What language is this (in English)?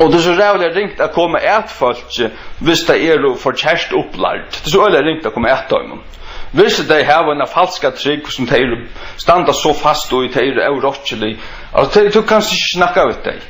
Faroese